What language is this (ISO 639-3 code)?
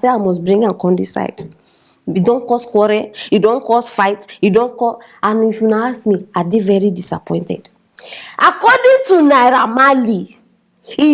pcm